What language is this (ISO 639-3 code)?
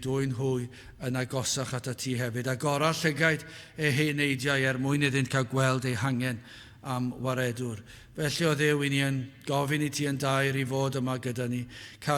cym